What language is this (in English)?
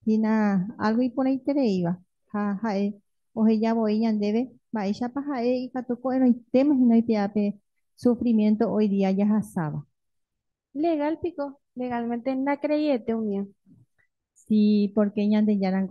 Guarani